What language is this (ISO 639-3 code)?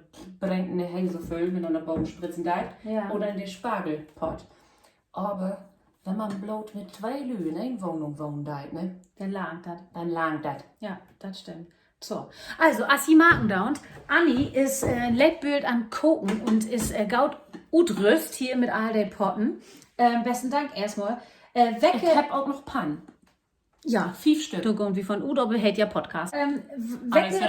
nds